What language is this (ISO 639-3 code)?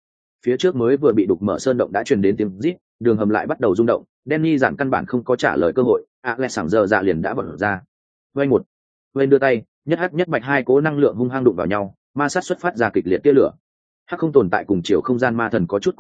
vie